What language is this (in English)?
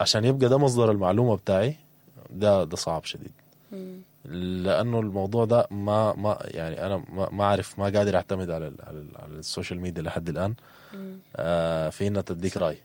Sudanese Arabic